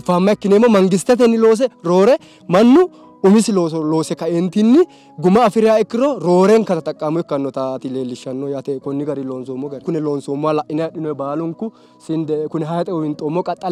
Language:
Sidamo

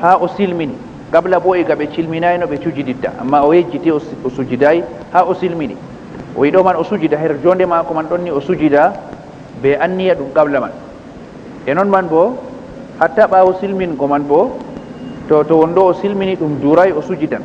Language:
Fula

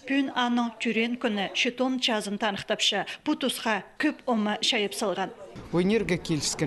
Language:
Khakas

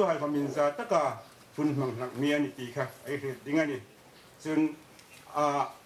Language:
Hmar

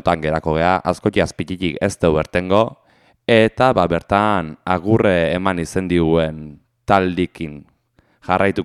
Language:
Basque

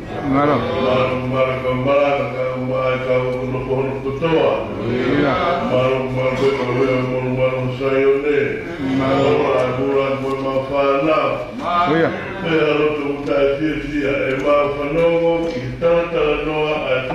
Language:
Tongan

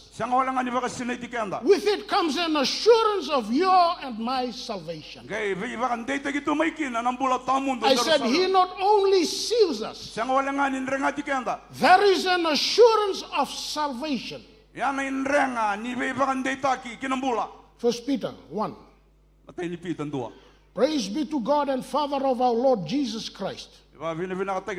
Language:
Fijian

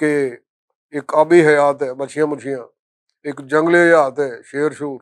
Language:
Western Panjabi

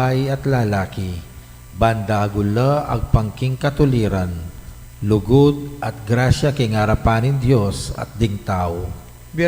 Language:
Pampanga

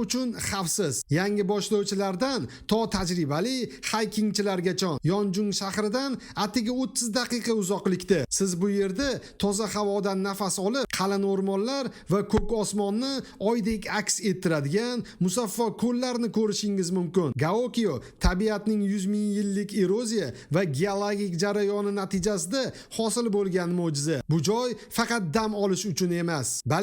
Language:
Uzbek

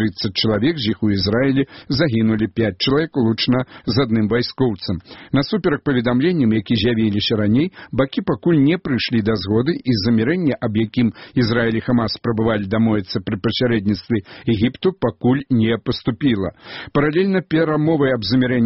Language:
Belarusian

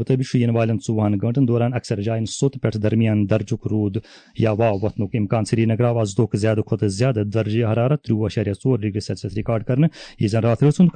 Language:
Kashmiri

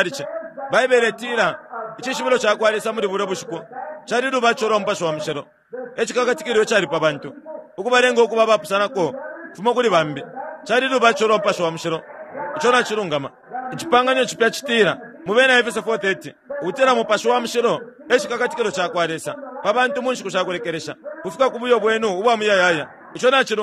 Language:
Bemba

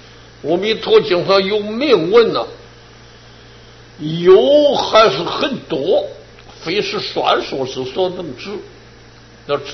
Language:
Chinese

